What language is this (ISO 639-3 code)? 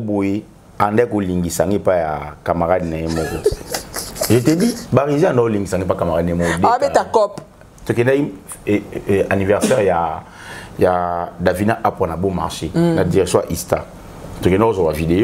lin